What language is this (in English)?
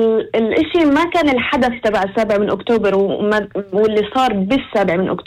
North Levantine Arabic